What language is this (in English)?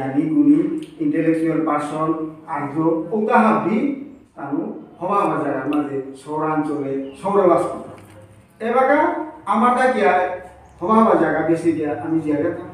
Bishnupriya